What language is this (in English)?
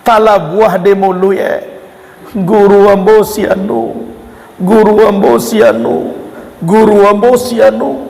Minangkabau